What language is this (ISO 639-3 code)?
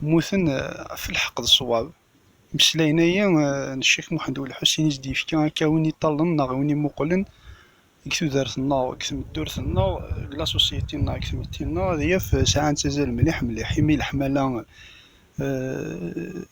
kab